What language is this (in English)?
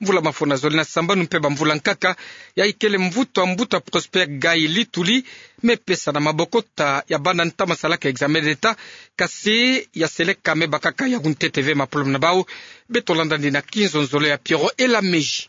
Kituba (Democratic Republic of Congo)